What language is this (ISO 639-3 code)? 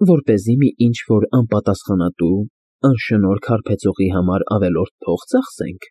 hye